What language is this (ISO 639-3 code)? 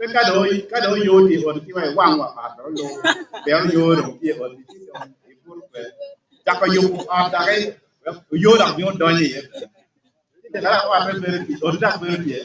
ach